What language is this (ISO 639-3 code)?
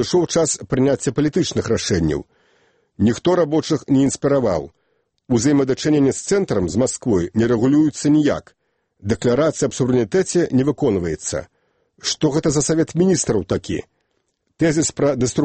bel